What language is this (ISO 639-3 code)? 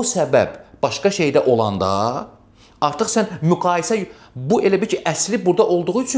aze